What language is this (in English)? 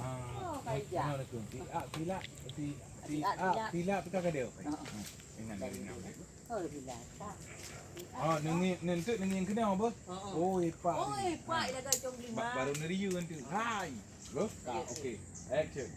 Achinese